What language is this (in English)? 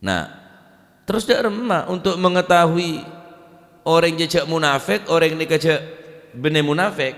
Madurese